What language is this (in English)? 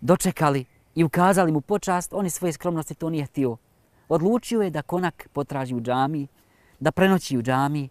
Bosnian